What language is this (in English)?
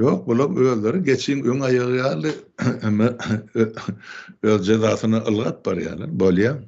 Turkmen